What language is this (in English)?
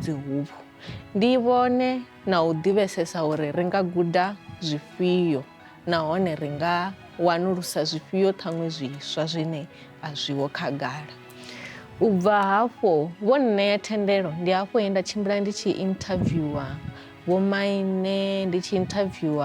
Venda